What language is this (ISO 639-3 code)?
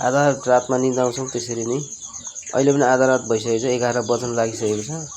nep